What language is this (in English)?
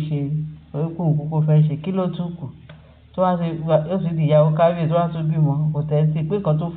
Yoruba